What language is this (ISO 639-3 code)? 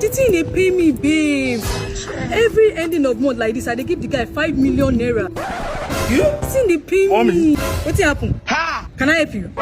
pcm